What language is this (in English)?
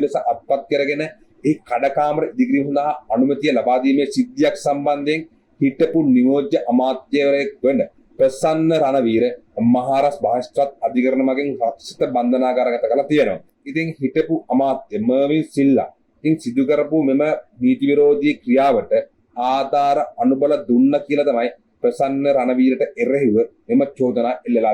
Sinhala